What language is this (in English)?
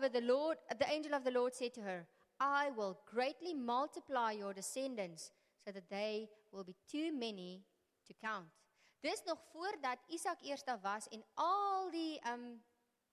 Afrikaans